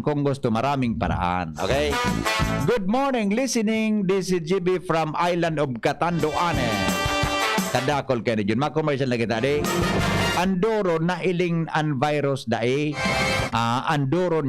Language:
Bikol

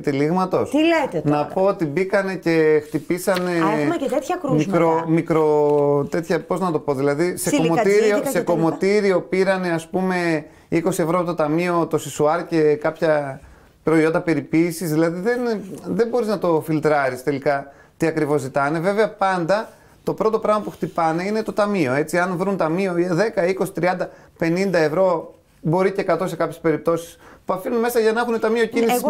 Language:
Greek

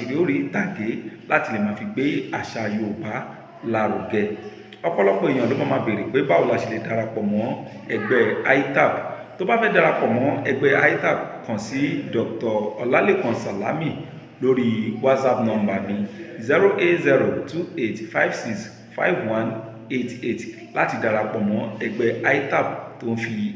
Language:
Yoruba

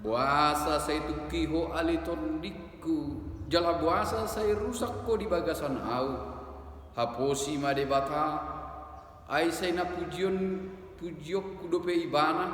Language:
Batak Toba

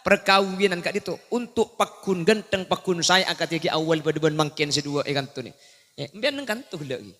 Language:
Madurese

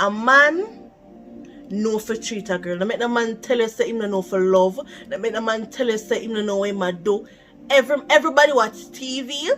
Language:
Jamaican Creole English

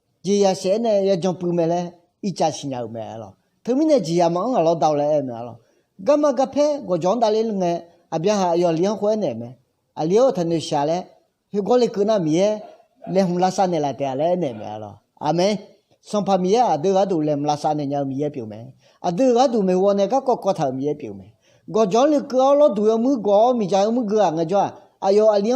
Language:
Akha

